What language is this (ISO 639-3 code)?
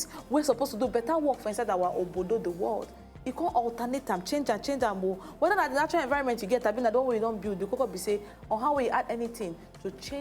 pcm